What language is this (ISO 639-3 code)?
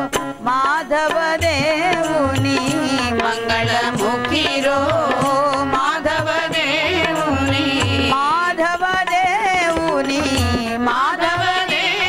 tel